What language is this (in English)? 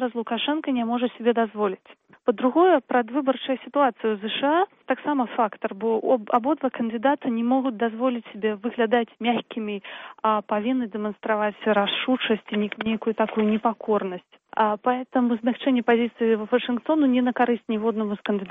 Belarusian